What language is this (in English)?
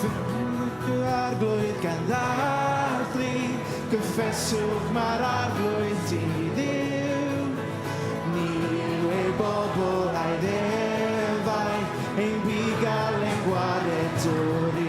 Welsh